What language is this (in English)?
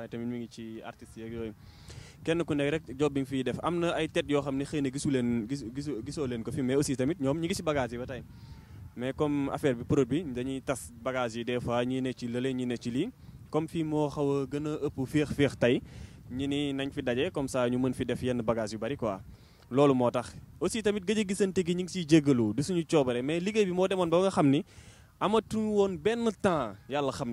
Wolof